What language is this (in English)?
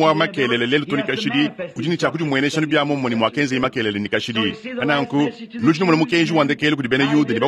Luba-Lulua